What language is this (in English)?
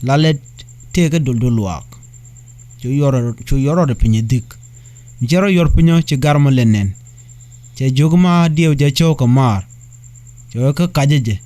Nuer